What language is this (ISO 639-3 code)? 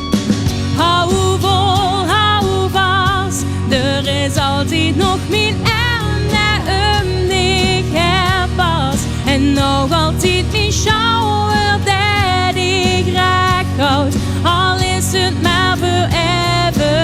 lim